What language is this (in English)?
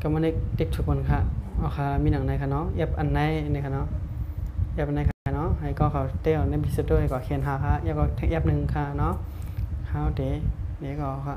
Shan